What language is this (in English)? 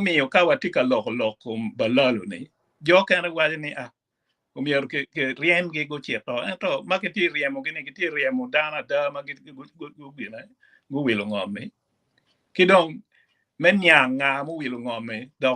Acoli